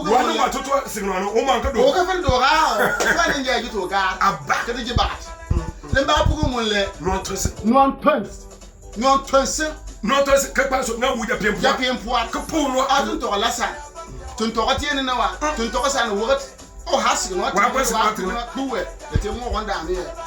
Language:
Bimoba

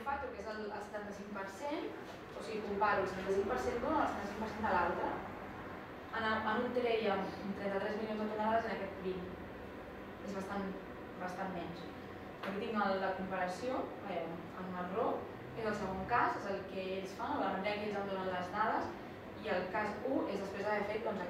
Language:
Catalan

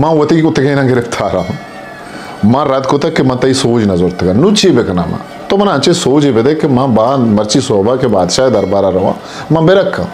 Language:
Eastern Balochi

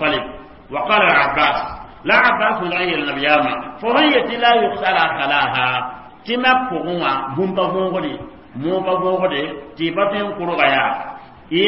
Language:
Mossi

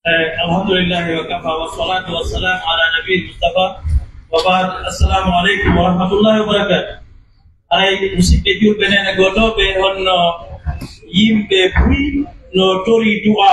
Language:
Pular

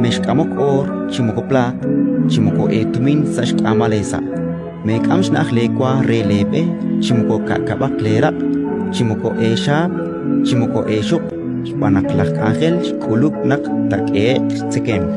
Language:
Kekchí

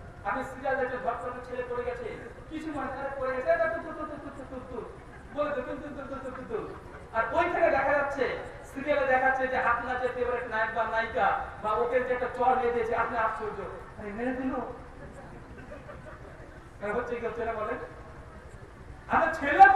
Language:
Bangla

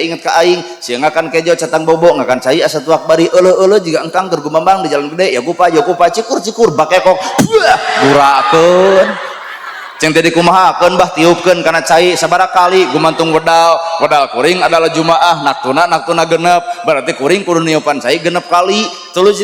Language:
Sundanese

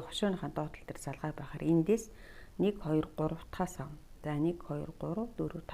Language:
Mongolian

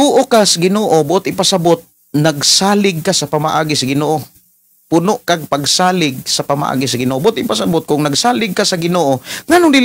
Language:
Cebuano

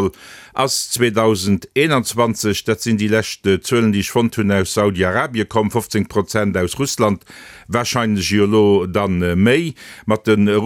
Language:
Luxembourgish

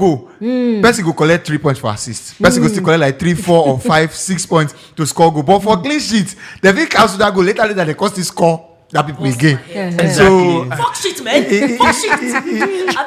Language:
Nigerian Pidgin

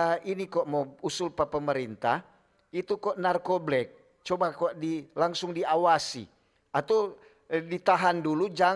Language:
Manado Malay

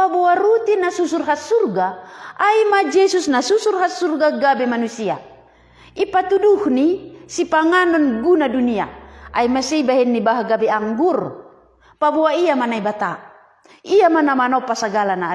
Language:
Batak Simalungun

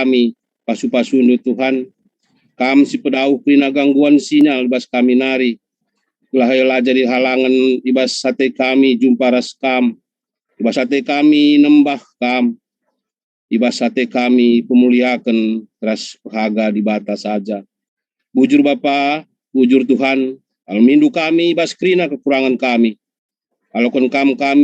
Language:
Batak Karo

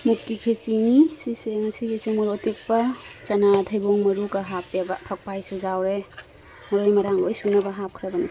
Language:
Manipuri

